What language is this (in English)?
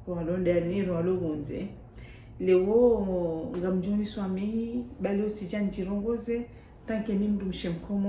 Ngazidja Comorian